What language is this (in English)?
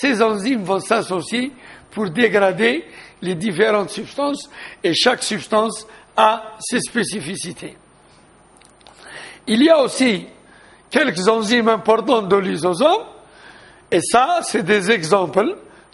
French